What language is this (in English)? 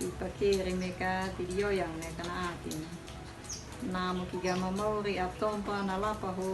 Anakalangu